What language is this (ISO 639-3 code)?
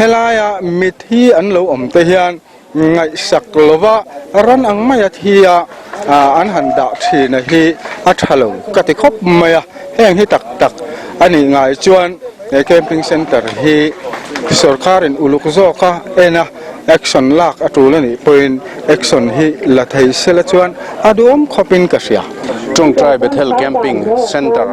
lus